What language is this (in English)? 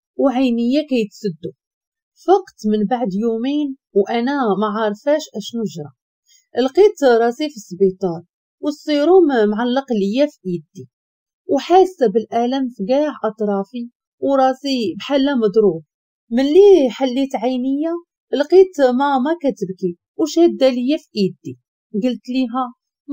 Moroccan Arabic